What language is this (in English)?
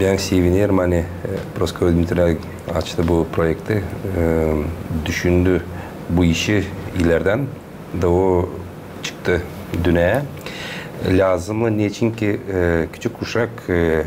Gagauz